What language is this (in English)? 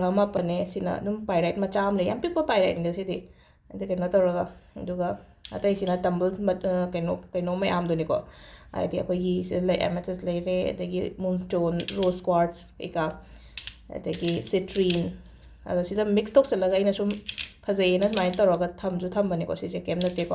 Manipuri